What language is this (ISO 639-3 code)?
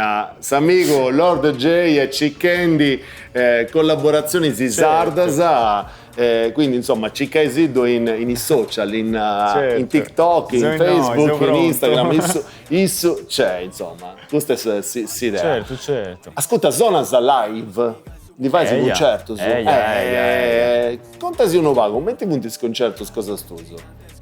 srd